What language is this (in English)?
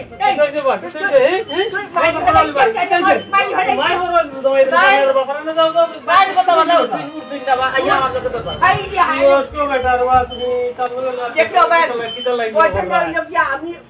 Sylheti